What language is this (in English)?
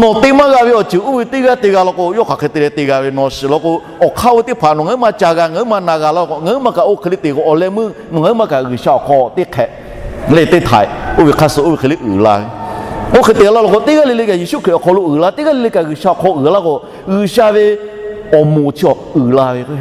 Lahu